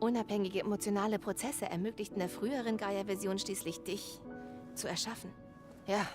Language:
Bavarian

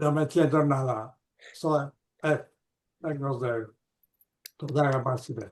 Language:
Ladino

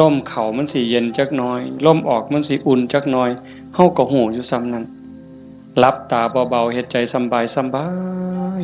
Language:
Northeastern Thai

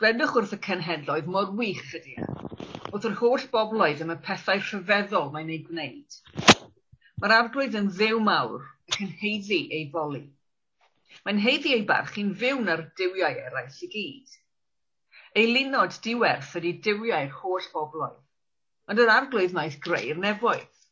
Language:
Welsh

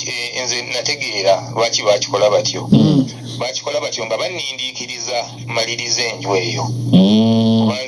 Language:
Ganda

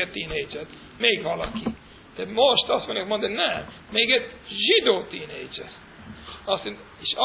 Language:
Hungarian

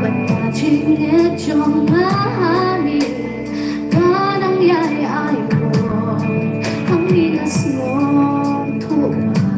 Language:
Khasi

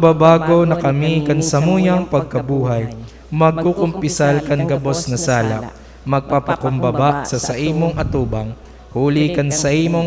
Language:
Bikol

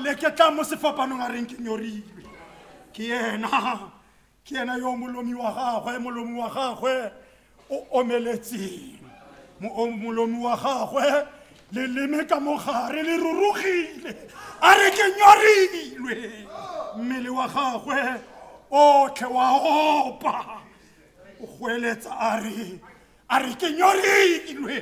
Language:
Tswana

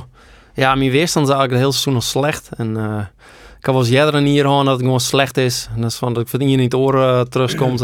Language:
Western Frisian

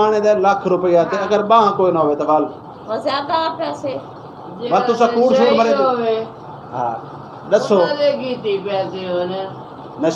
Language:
Saraiki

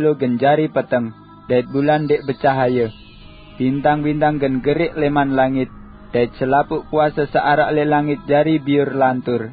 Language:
Sasak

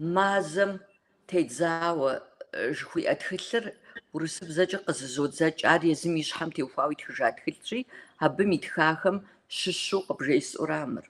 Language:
Kabardian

